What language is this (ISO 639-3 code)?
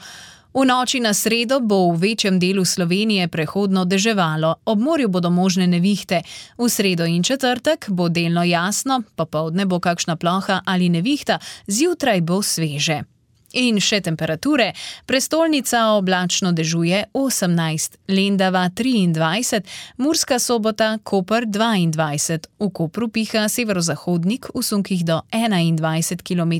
slv